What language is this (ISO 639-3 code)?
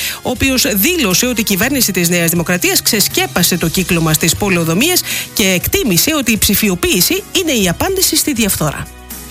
ell